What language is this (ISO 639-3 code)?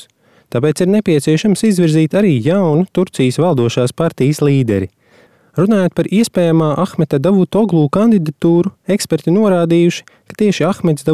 lav